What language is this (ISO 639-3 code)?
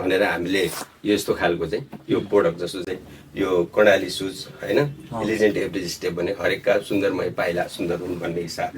nep